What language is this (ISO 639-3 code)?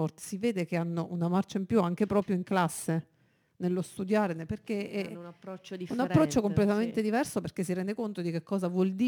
ita